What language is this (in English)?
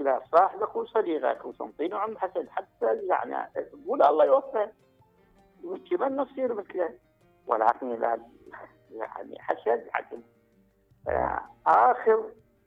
Mesopotamian Arabic